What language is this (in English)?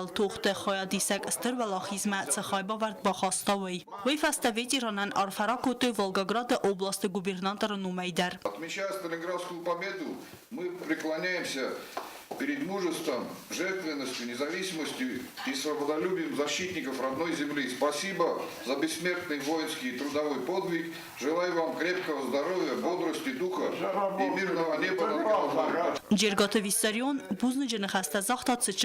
Ossetic